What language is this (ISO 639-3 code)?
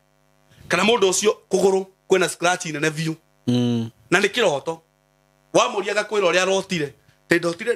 kik